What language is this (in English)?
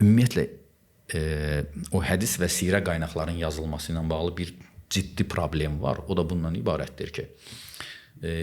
Azerbaijani